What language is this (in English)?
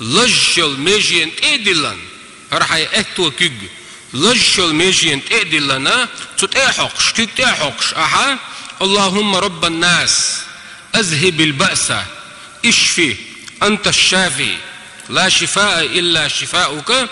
Chechen